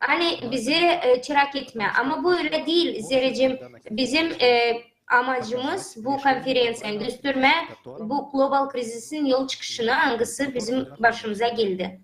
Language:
Gagauz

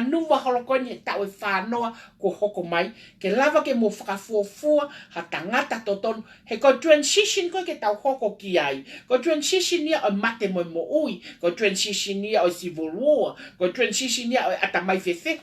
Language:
Tongan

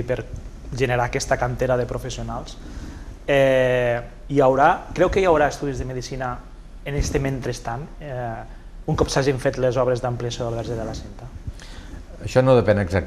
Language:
Catalan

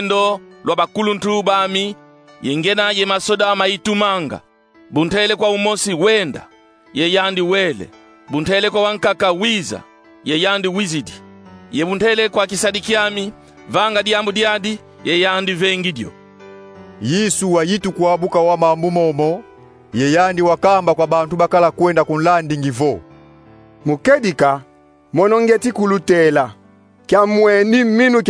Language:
Kongo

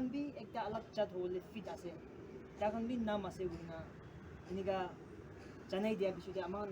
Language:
Naga Pidgin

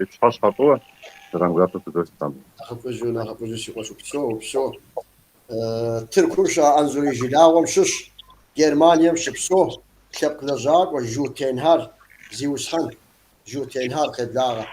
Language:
Kabardian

